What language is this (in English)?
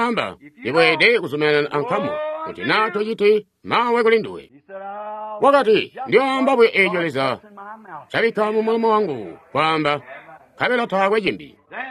Tonga (Zambia)